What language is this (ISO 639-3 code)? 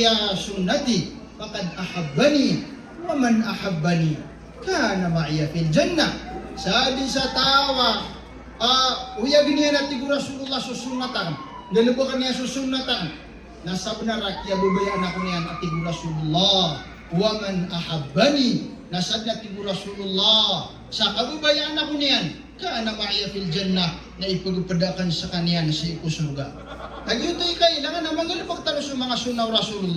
mrw